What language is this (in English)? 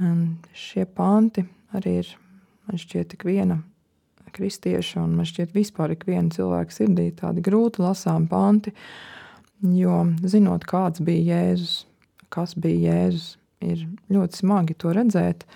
Latvian